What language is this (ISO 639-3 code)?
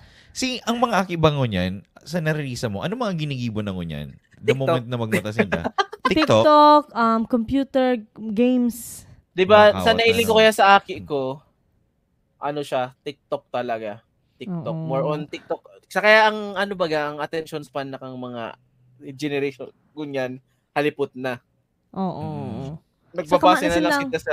bik